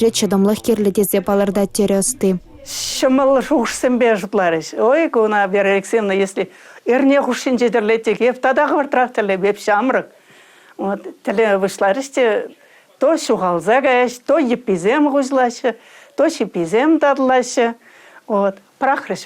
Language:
Chuvash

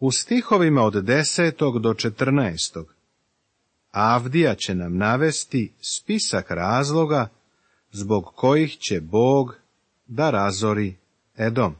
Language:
Serbian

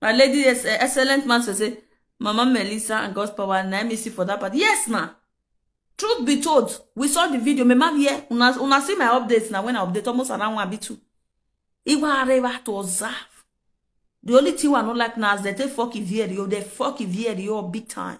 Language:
Nigerian Pidgin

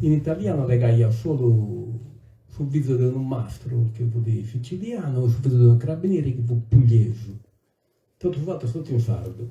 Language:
Sardinian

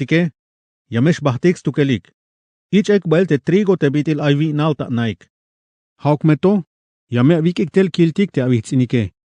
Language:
Tzeltal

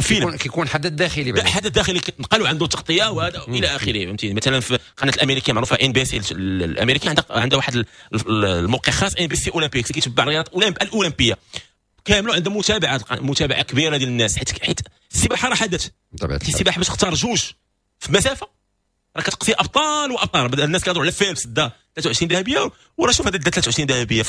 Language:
Moroccan Arabic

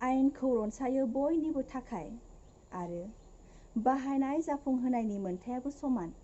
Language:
Bodo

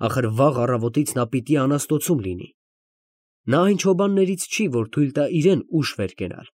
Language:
Armenian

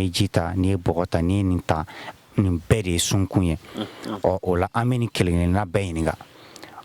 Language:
Bambara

